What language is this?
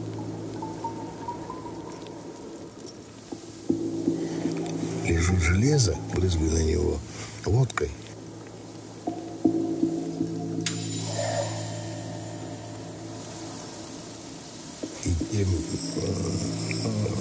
Russian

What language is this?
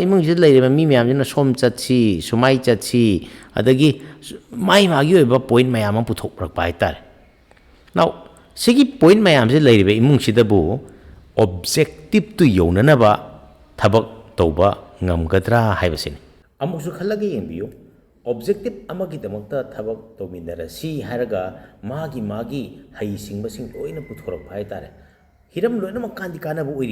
Manipuri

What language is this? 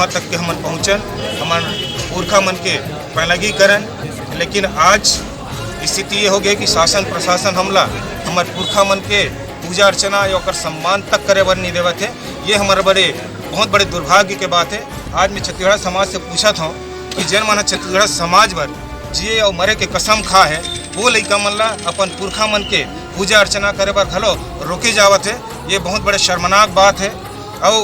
Chhattisgarhi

